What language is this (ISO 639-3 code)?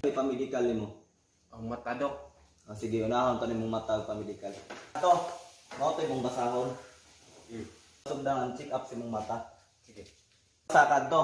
ceb